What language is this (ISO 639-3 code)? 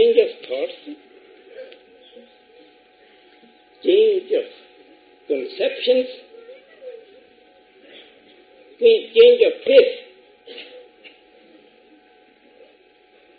pan